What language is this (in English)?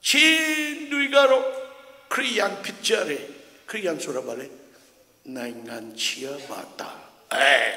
Hakha Chin